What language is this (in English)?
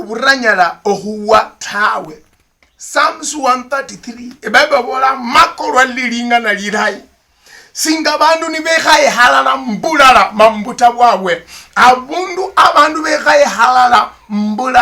Luyia